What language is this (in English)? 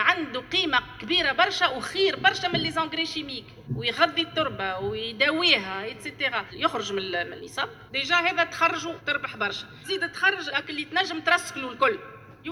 Tunisian Arabic